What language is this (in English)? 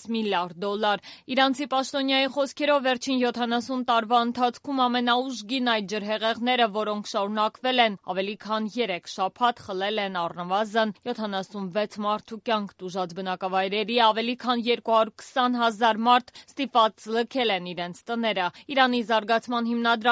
Armenian